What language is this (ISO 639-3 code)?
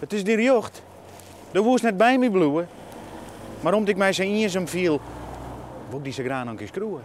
fry